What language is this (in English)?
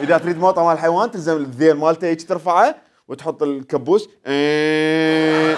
Mesopotamian Arabic